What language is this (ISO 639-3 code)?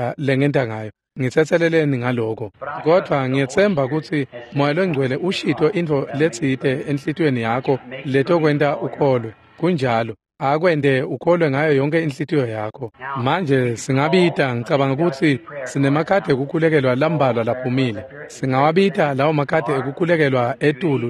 ssw